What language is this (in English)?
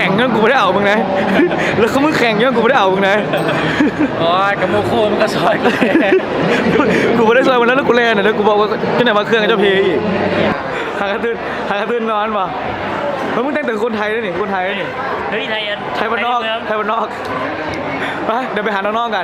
Lao